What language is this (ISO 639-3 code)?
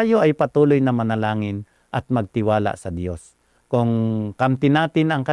fil